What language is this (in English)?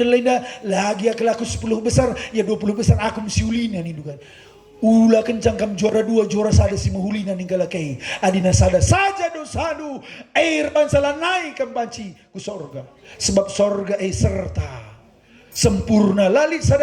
Batak Karo